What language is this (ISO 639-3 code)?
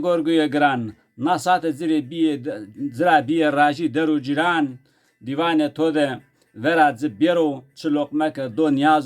zza